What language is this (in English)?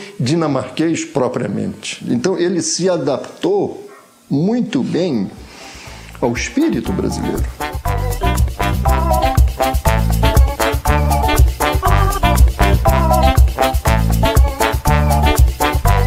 Portuguese